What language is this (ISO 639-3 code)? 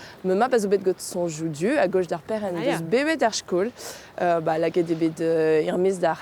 bre